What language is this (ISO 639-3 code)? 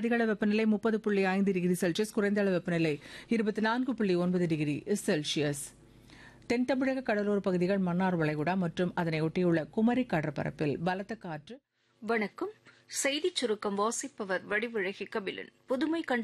tam